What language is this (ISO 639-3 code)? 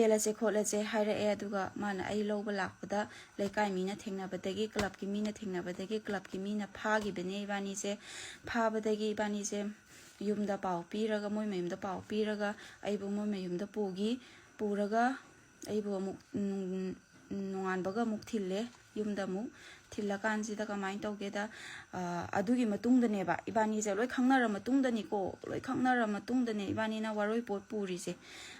mni